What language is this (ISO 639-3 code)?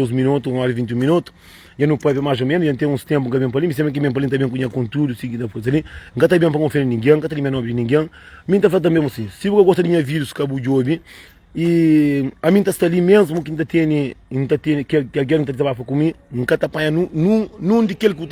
kea